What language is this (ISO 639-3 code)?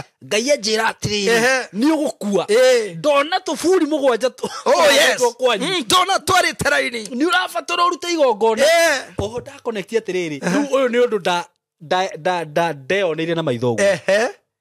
kik